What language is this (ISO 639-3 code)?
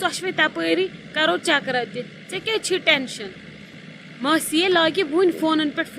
kas